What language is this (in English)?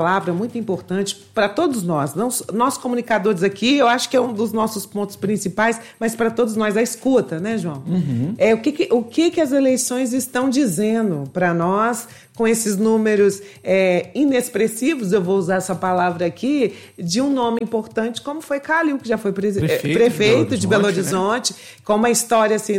Portuguese